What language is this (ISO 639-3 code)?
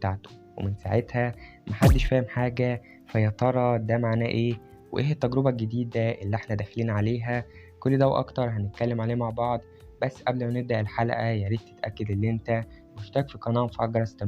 arz